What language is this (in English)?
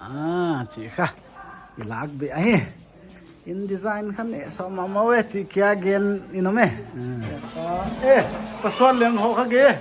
Paite Chin